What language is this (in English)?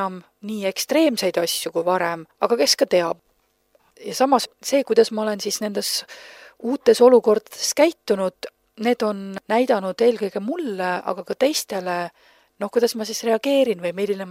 Estonian